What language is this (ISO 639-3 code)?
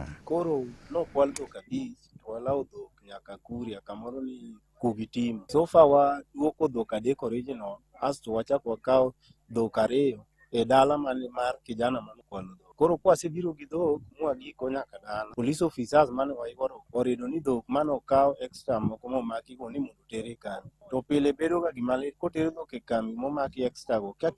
luo